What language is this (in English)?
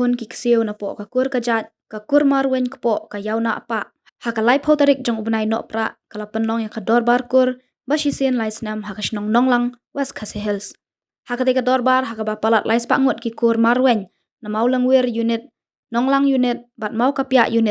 Khasi